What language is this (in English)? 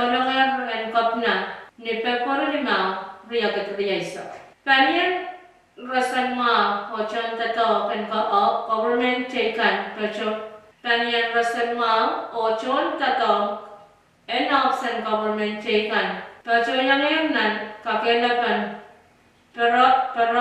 Pohnpeian